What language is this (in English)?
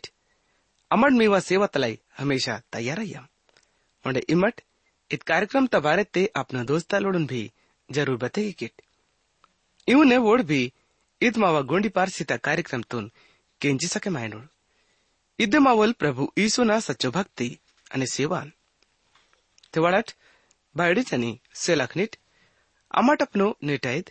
Gondi